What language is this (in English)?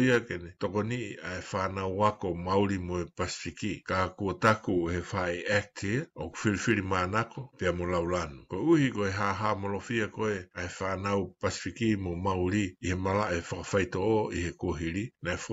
Tongan